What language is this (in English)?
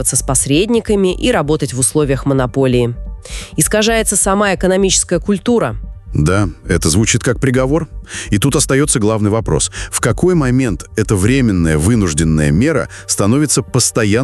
Russian